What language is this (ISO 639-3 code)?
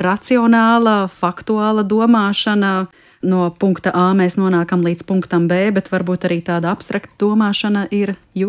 lav